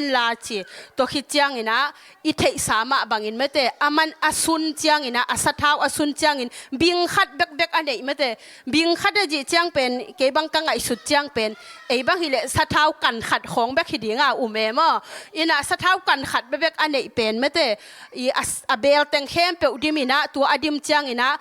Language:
Tedim Chin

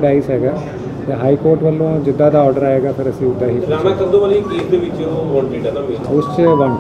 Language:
Punjabi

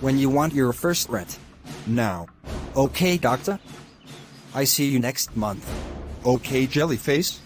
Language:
Jamaican Creole English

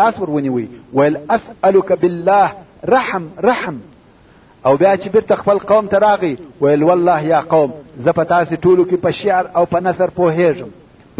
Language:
Pashto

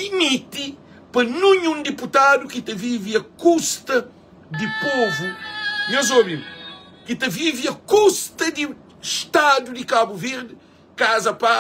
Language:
Kabuverdianu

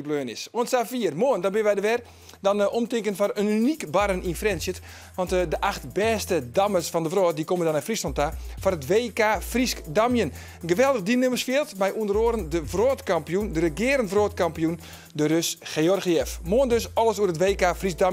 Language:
Western Frisian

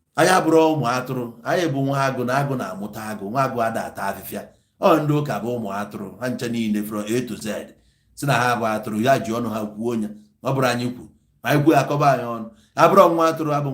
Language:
Igbo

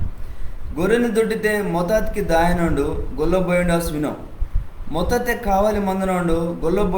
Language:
Koya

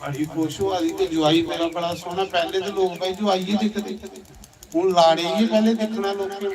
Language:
Dogri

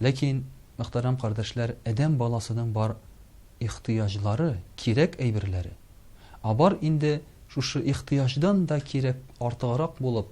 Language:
Tatar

